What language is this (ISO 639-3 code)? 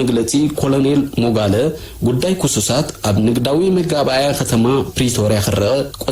tir